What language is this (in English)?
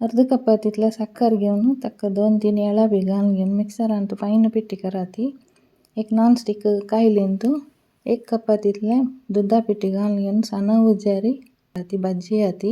Konkani